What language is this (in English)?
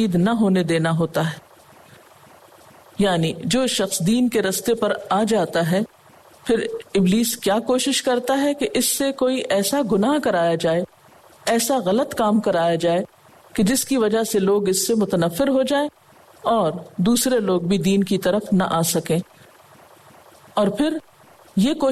Urdu